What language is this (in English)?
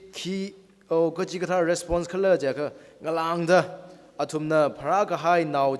Tangkhul Naga (India)